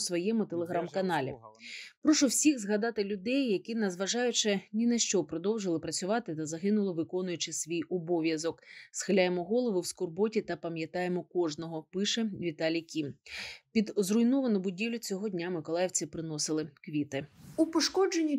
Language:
Ukrainian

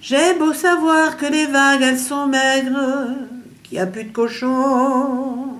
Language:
Picard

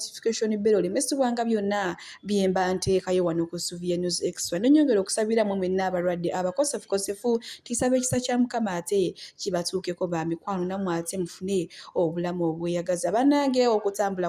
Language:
Ganda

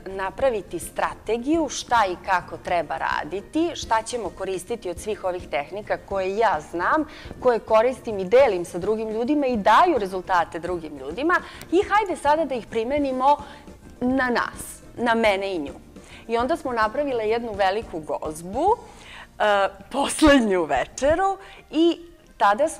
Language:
Serbian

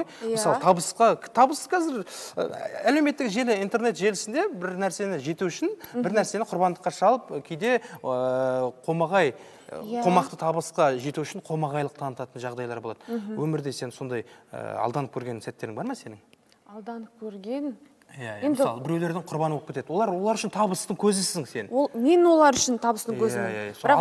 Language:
Kazakh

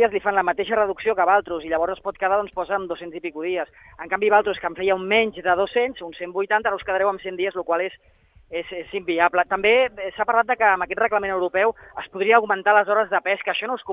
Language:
Catalan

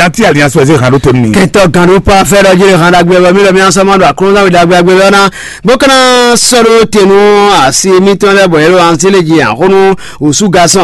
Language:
Fon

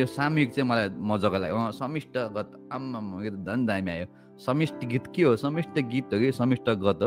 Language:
Nepali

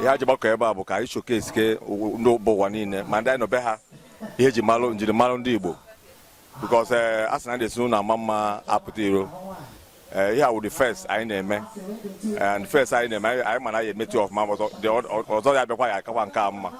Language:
Igbo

